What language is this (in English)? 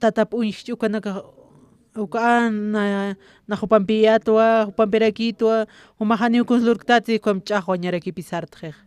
Aymara